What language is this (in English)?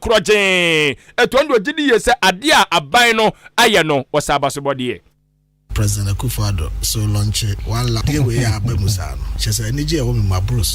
Akan